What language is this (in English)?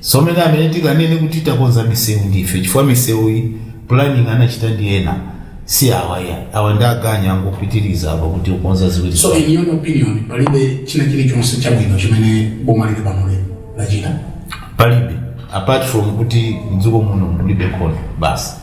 Nyanja